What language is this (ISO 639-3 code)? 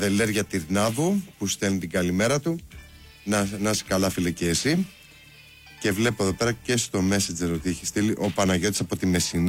ell